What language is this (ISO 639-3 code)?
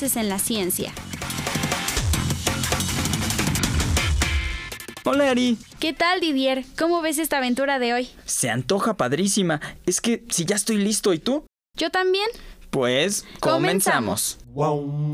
spa